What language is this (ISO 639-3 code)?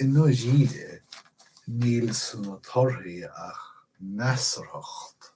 gle